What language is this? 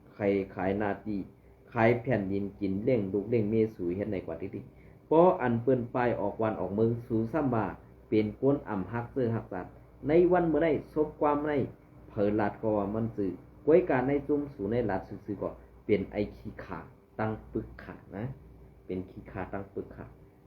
Shan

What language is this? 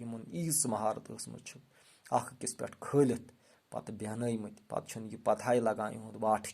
Kashmiri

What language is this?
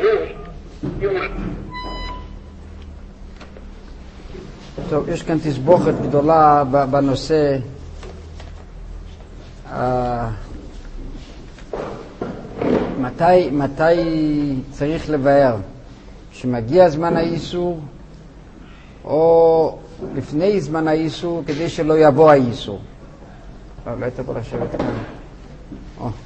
Hebrew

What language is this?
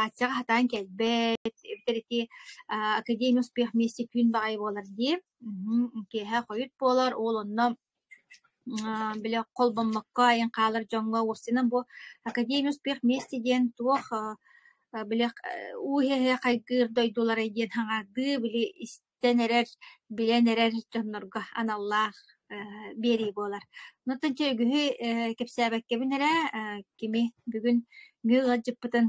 Yakut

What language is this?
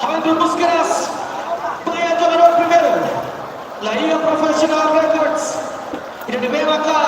Tetum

